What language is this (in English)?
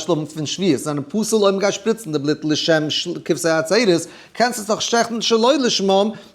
Yiddish